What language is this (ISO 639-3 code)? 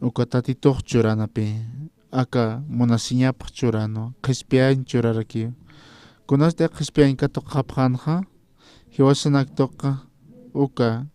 aym